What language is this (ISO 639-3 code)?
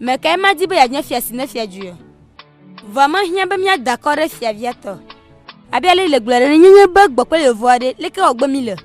ewe